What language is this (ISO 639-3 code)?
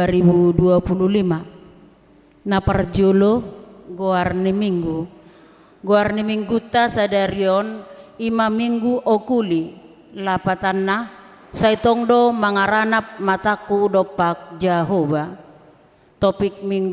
bbc